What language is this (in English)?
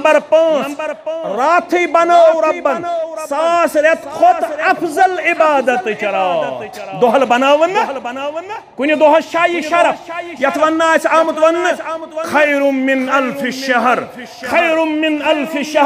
Kashmiri